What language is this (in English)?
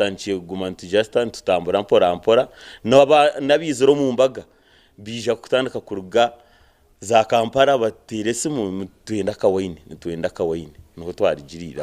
Nyankole